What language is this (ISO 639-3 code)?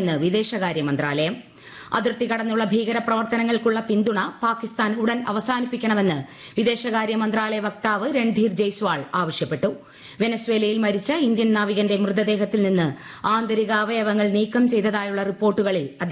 mal